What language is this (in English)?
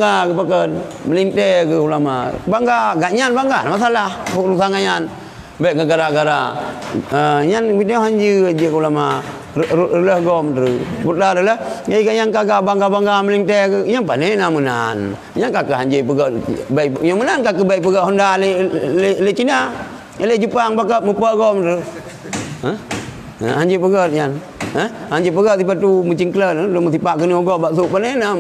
Achinese